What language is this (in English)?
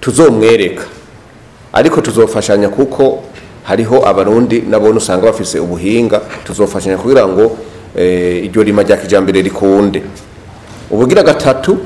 Rundi